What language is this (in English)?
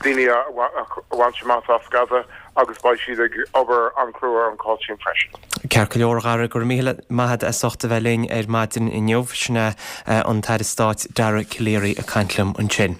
Irish